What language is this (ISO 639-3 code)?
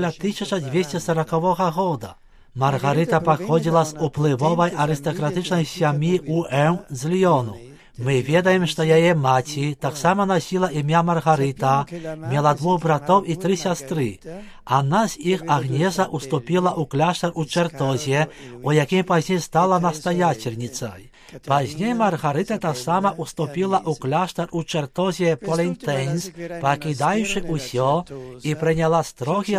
bel